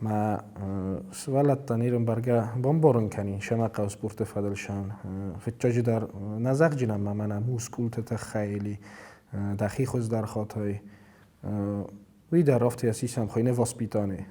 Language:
Ossetic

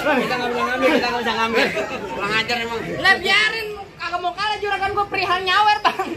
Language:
Betawi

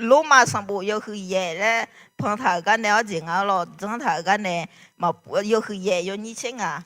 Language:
Akha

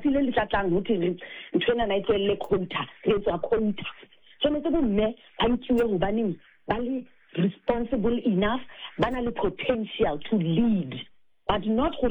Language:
Southern Sotho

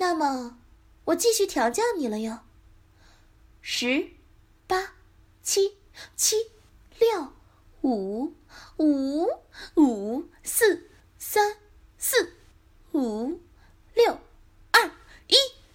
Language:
Chinese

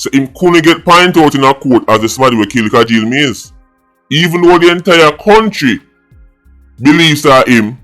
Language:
Jamaican Creole English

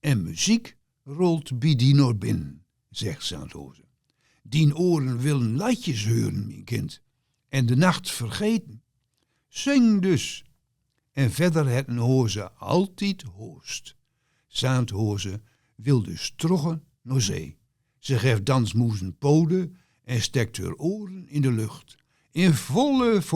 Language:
Gronings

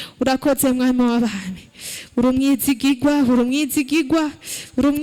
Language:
Rundi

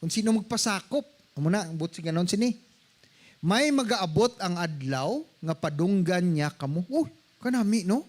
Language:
Hiligaynon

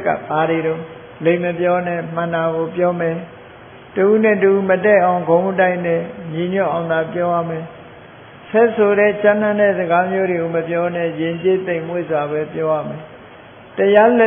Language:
Burmese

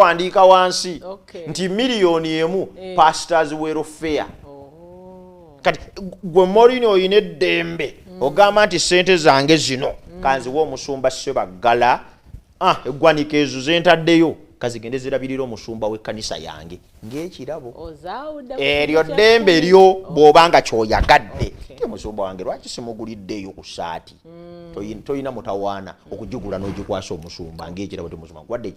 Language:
Ganda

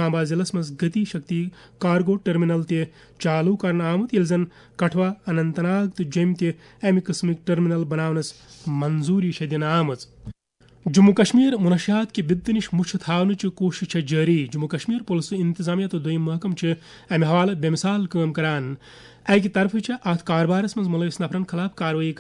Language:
Kashmiri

